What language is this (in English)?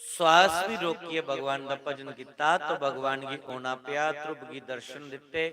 Dogri